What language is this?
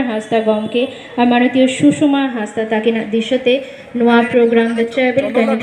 Santali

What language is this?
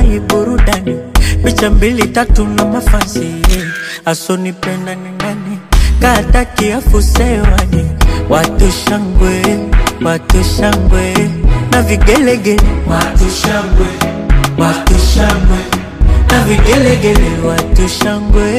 Swahili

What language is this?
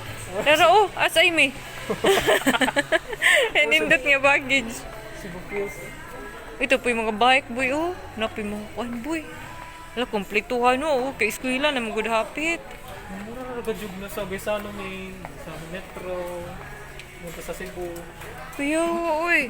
Cebuano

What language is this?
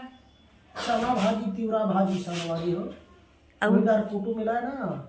Chhattisgarhi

